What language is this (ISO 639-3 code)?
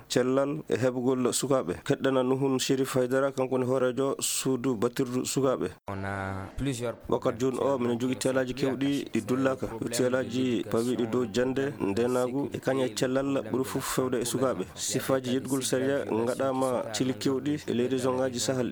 ful